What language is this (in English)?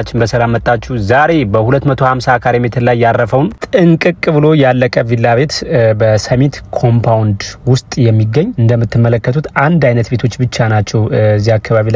Amharic